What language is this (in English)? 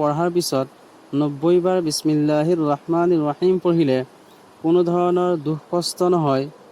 Assamese